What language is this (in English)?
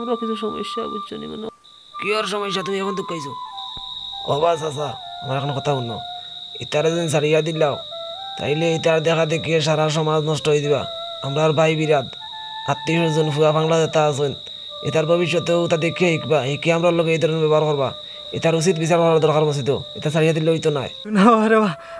Sylheti